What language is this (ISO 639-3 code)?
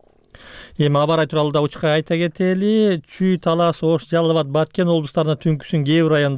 kir